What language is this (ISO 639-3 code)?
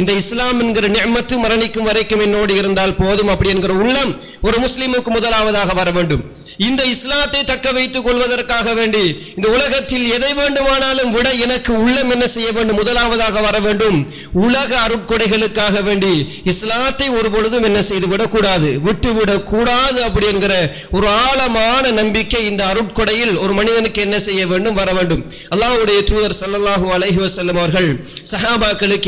tam